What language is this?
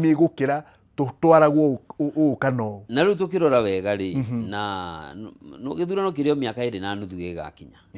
Kikuyu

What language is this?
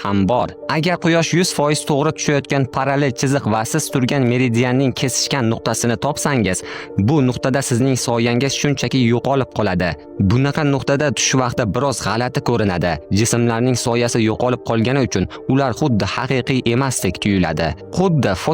Uzbek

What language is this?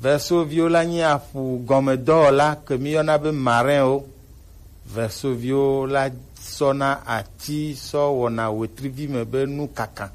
Gen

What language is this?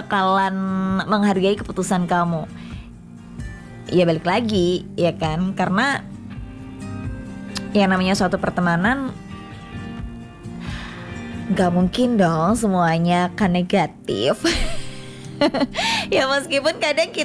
Indonesian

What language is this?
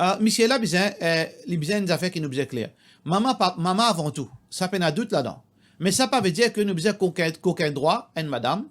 Morisyen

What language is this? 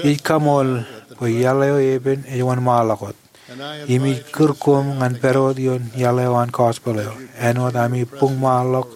Marshallese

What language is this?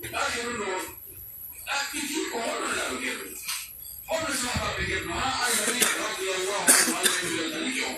Pular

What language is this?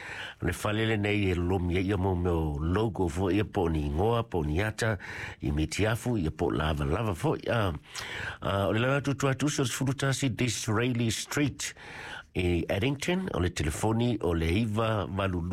Samoan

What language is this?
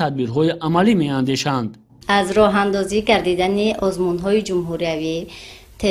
Tajik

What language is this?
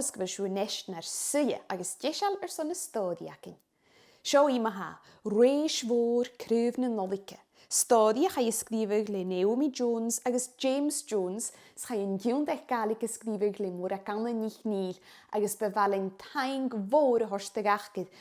Scottish Gaelic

